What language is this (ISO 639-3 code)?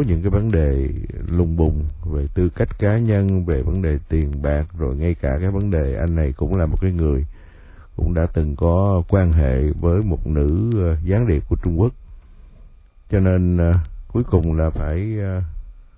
vie